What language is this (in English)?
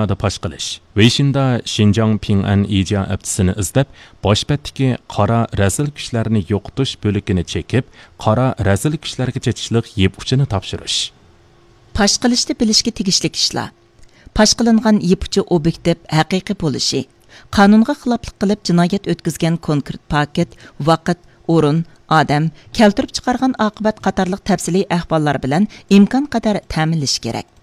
Uyghur